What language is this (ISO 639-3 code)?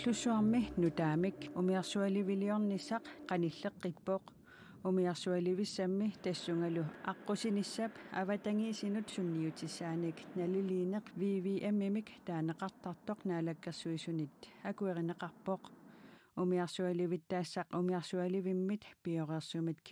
kal